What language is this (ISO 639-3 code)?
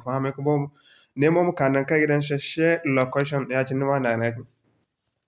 dje